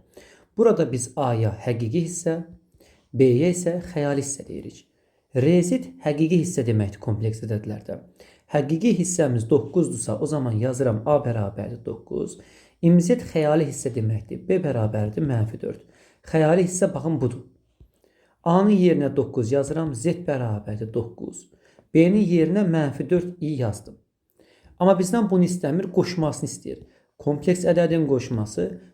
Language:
Azerbaijani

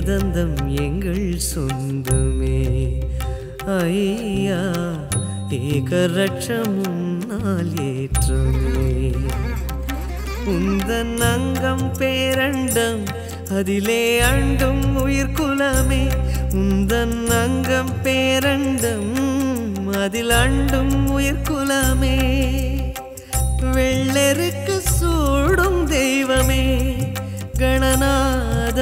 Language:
Tamil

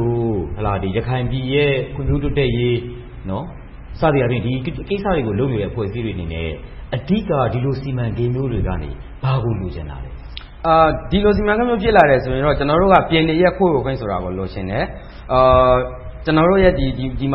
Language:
Burmese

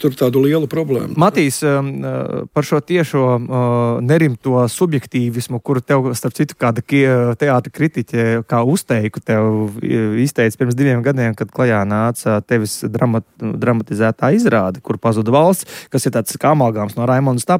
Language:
Latvian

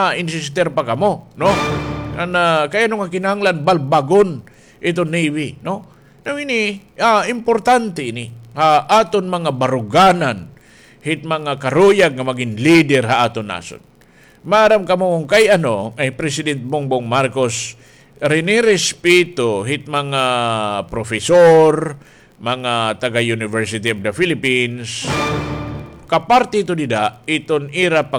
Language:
Waray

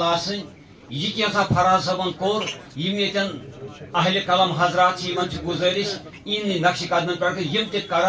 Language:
Kashmiri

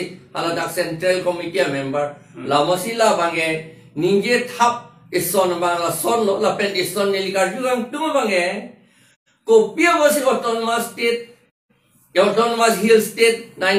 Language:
Karbi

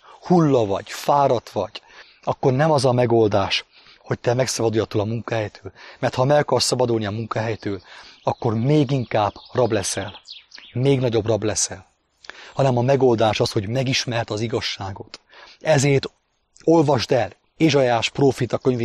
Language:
Hungarian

